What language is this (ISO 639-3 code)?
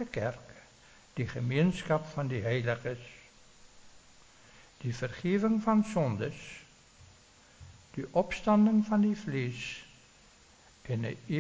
afr